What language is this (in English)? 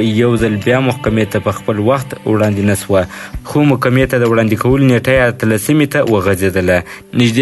Pashto